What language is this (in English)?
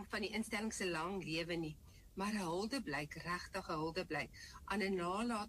Afrikaans